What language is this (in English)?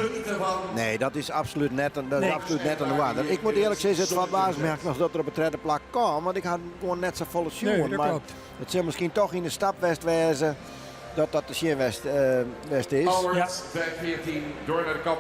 Western Frisian